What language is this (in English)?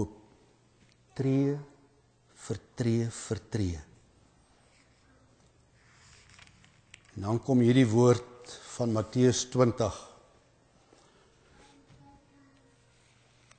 Afrikaans